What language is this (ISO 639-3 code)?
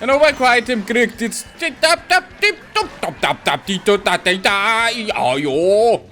bar